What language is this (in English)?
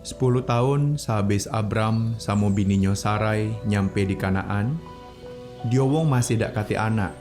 Musi